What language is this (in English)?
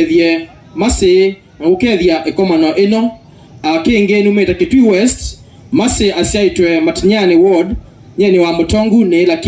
Kamba